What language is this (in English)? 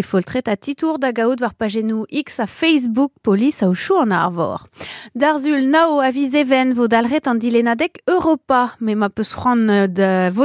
Breton